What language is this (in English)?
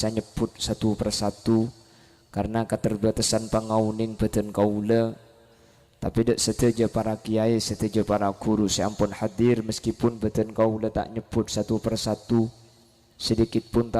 Madurese